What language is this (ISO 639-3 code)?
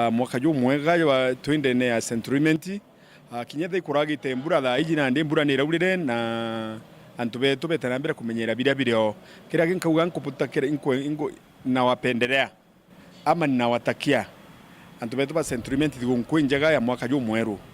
mer